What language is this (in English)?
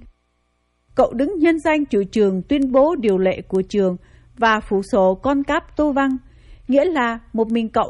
Vietnamese